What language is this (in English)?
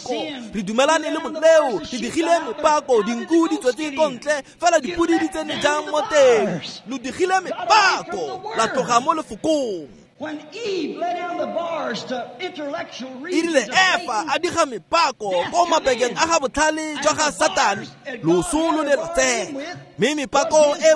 Tswana